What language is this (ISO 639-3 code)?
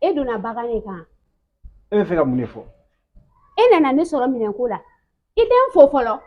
bam